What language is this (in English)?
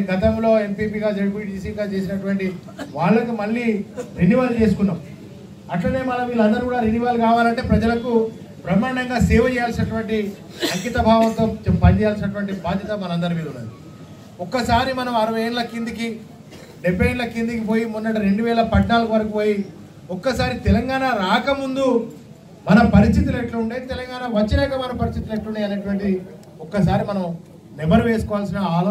Telugu